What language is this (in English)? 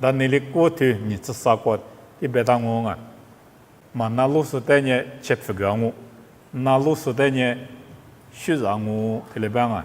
Lisu